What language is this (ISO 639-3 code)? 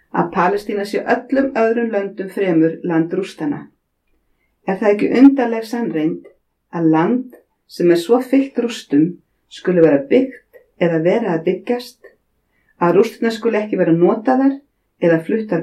isl